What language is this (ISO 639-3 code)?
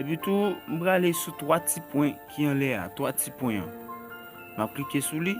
hat